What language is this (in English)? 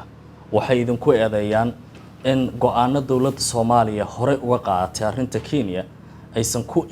Somali